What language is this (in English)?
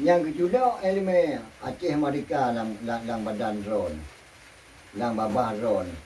Achinese